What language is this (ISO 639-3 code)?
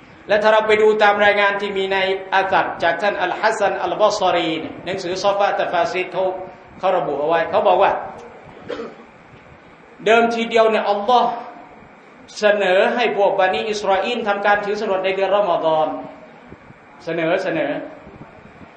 tha